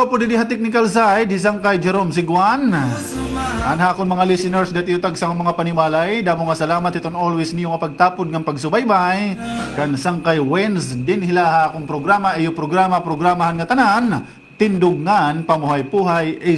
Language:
Waray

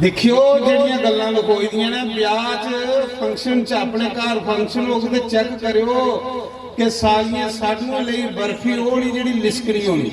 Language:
Dogri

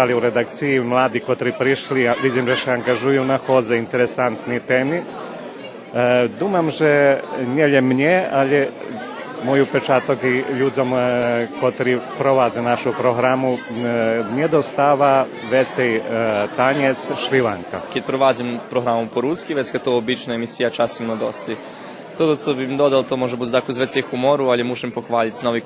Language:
Rusyn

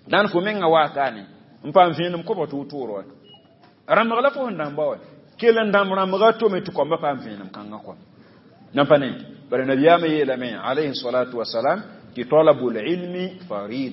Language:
Mossi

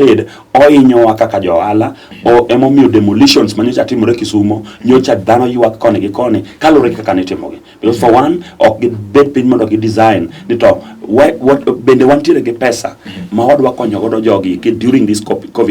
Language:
Luo (Kenya and Tanzania)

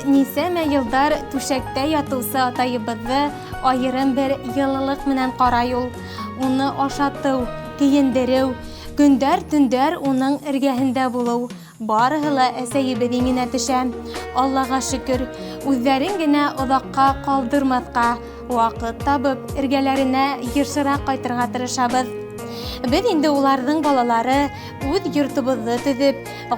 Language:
Bashkir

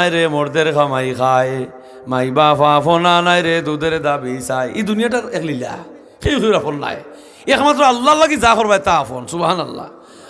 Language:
Sylheti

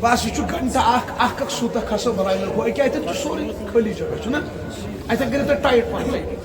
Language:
Kashmiri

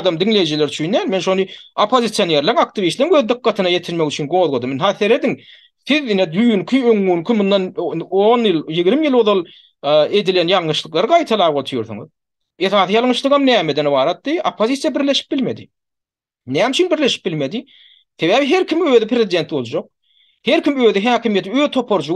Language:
Turkmen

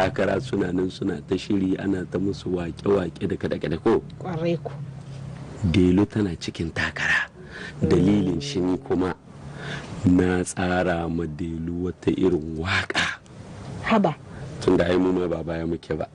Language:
Hausa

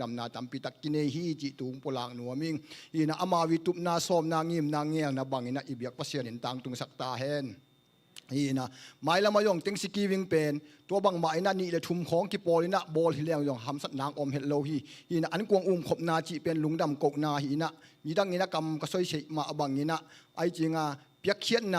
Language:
Tedim Chin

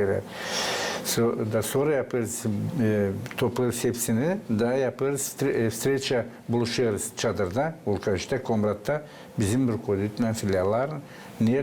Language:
Gagauz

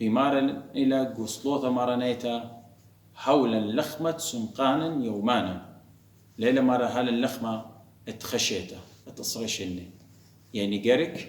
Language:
Assyrian Neo-Aramaic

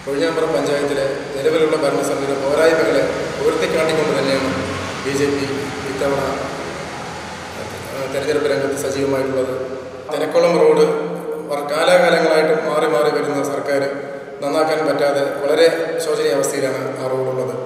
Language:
Malayalam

